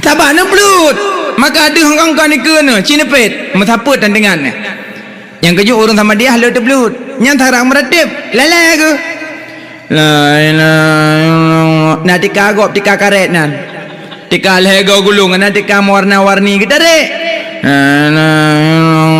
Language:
Achinese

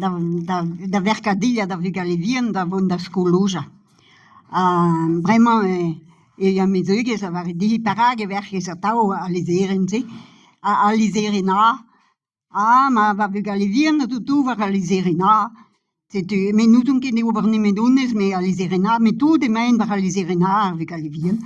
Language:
Breton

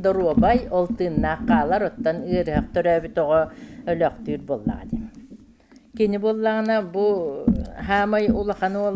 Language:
Yakut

